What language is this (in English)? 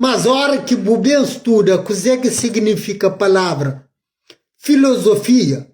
Kabuverdianu